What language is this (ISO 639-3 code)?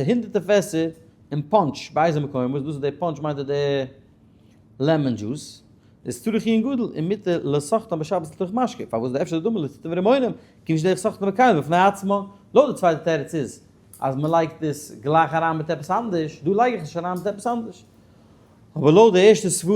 yid